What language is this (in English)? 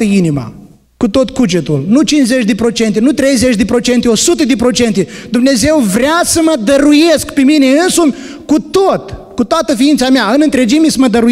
Romanian